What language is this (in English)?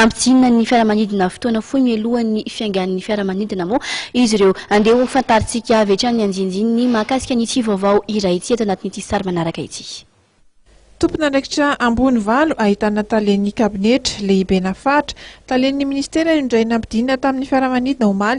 Malagasy